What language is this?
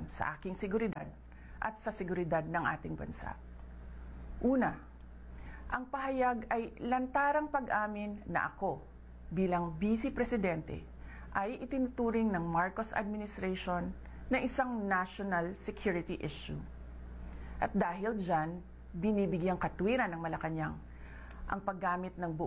Filipino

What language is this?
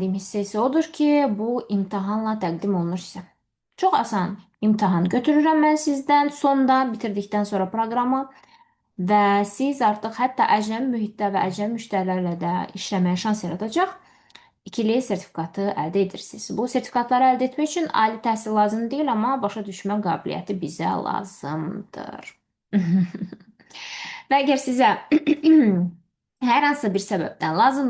Azerbaijani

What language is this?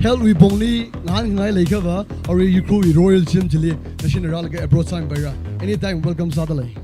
Tangkhul Naga (India)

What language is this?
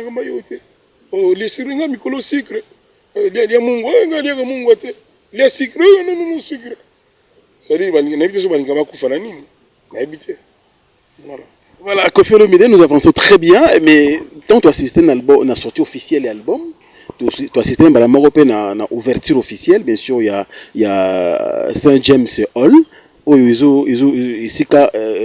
Lingala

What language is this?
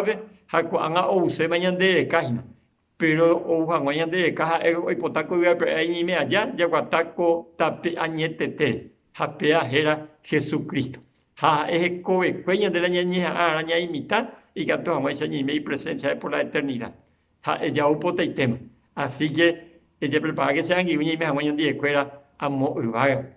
Guarani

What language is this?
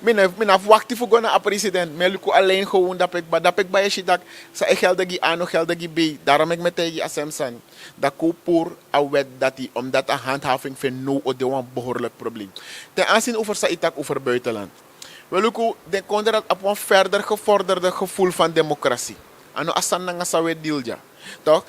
Sranan Tongo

